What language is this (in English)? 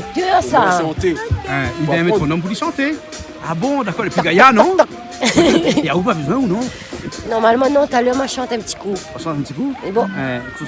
Réunion Creole French